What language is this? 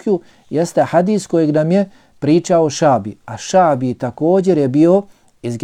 Bosnian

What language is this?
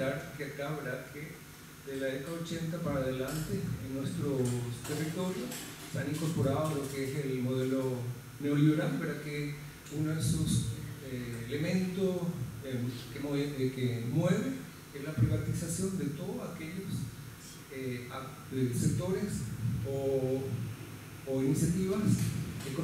Spanish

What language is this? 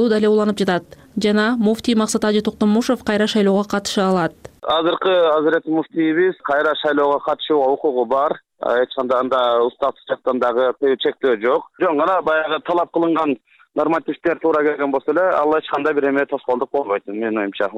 Kyrgyz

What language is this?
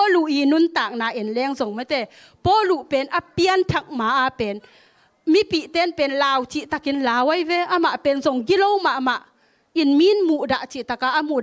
Tedim Chin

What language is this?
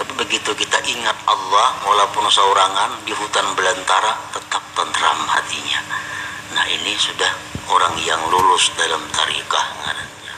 Banjar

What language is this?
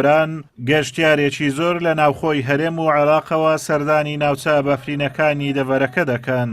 Central Kurdish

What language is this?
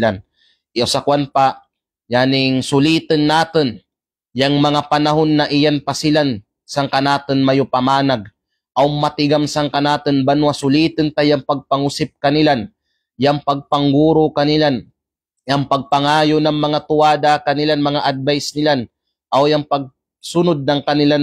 Kalagan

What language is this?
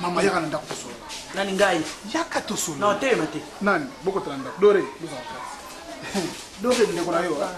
Lingala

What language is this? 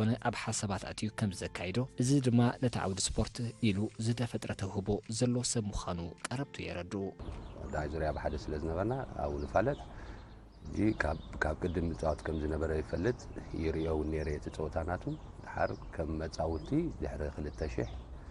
Tigrinya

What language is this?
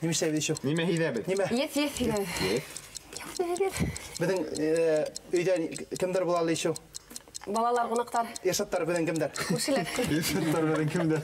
Bashkir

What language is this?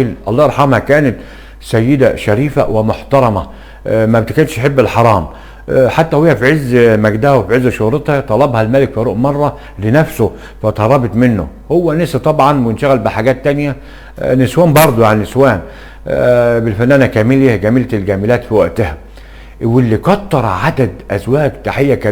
Egyptian Arabic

